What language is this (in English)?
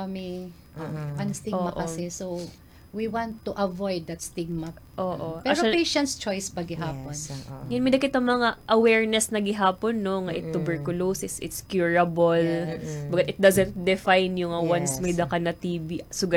Waray